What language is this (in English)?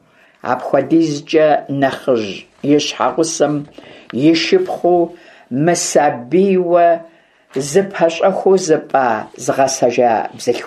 Kabardian